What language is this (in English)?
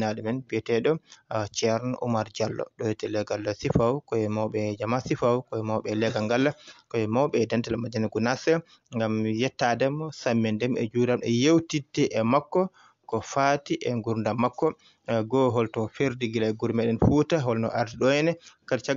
Fula